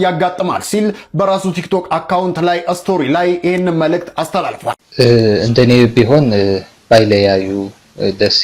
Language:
Amharic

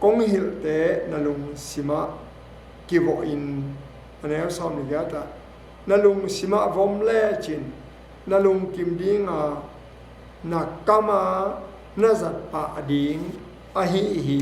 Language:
Tedim Chin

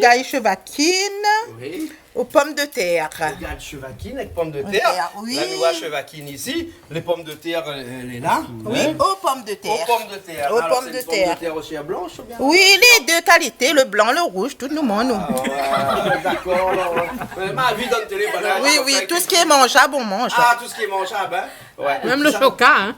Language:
Réunion Creole French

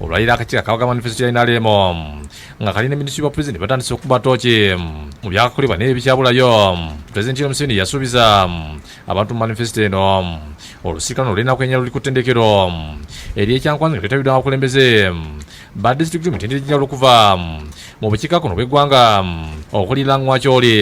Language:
Ganda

